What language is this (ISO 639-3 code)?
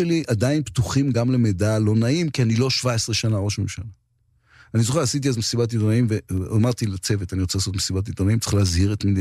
heb